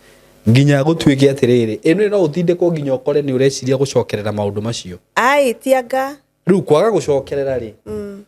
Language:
Kikuyu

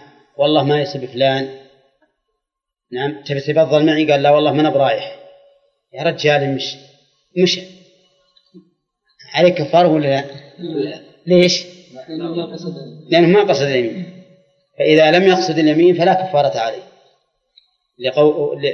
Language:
Arabic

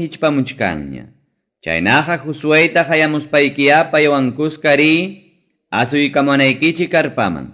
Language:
Ayacucho Quechua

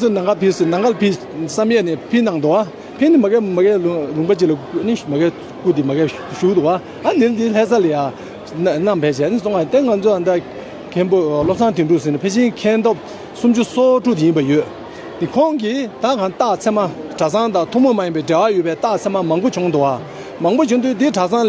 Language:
Tibetan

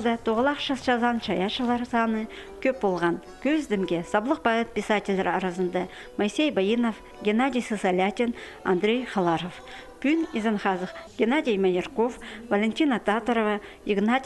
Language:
Khakas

